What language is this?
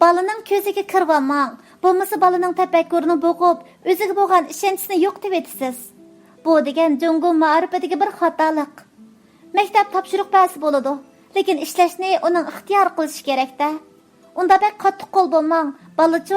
Uyghur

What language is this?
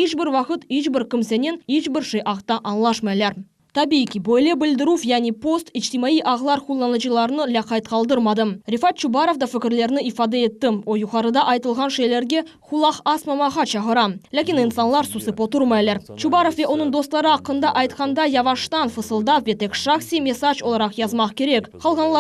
Crimean Tatar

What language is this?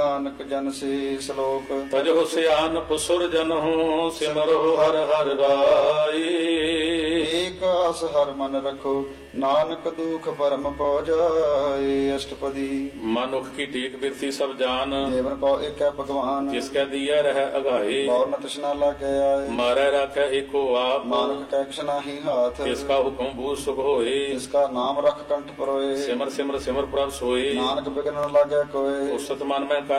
Punjabi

